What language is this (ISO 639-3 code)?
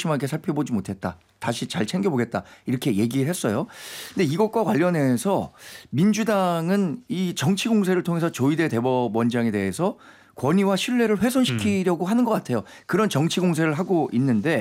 kor